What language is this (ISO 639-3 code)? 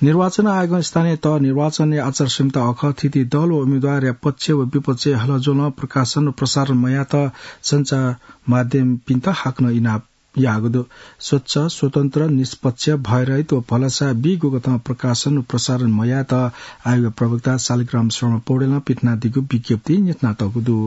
new